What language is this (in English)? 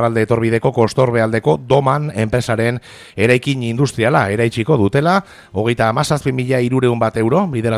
Basque